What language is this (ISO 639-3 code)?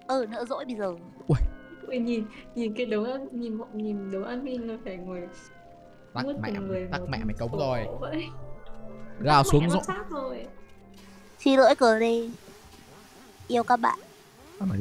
vie